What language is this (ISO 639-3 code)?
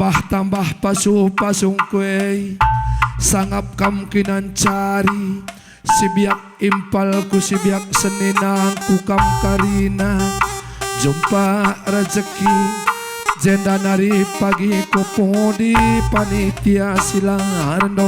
btx